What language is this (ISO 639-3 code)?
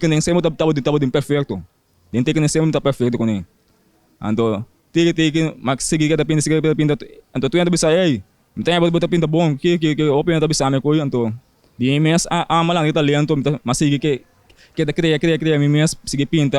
pap